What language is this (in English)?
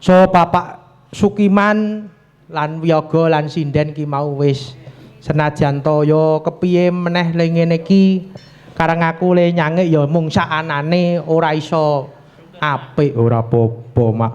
Javanese